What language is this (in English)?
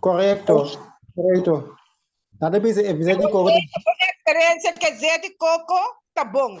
Papiamento